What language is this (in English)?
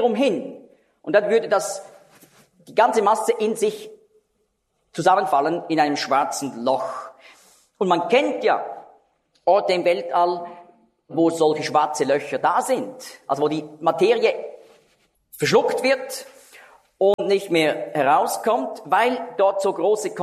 German